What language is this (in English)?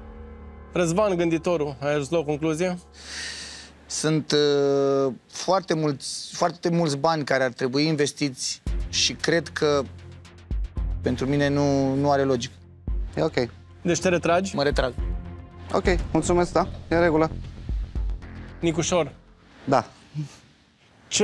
Romanian